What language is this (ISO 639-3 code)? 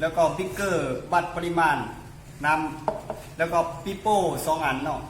lao